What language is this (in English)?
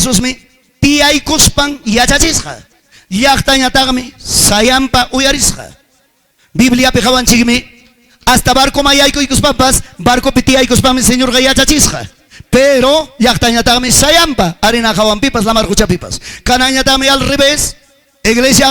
Ayacucho Quechua